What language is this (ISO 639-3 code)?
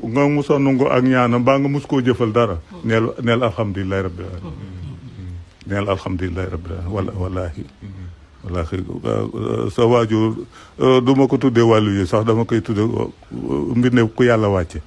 wol